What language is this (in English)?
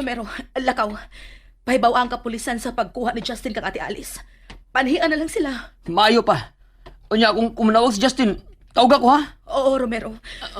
Cebuano